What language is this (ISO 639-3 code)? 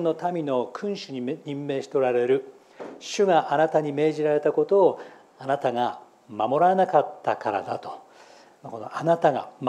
jpn